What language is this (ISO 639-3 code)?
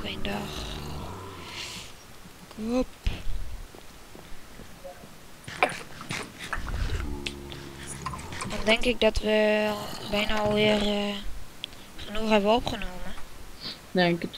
nld